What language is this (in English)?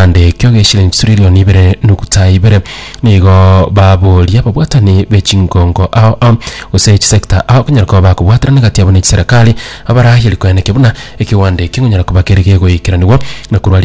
Gusii